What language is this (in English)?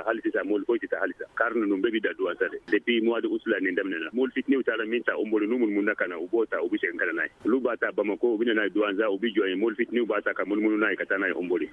Bambara